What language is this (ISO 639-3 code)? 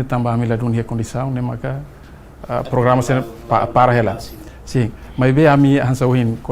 tet